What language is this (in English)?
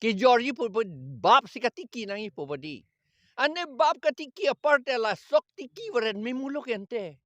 Karbi